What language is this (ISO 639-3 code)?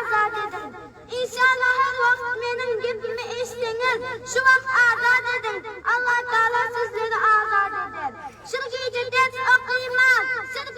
tuk